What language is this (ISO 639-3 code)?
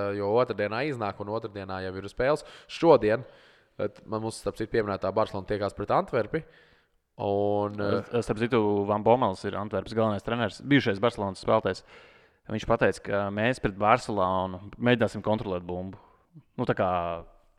lav